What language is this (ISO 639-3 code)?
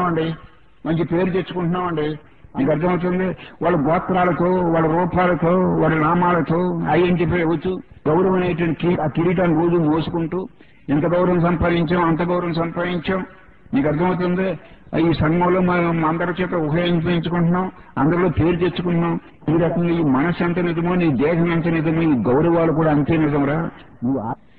tel